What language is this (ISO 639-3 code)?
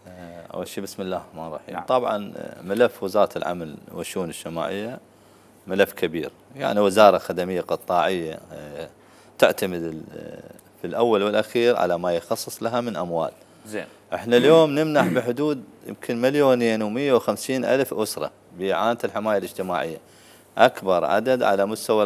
acm